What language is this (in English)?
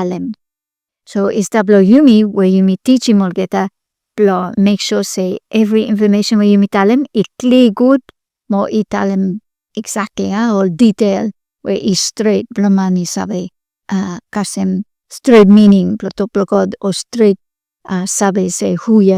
Bislama